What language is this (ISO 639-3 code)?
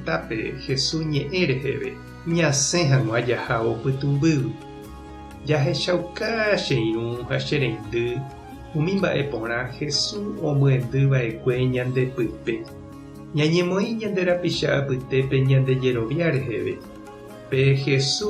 grn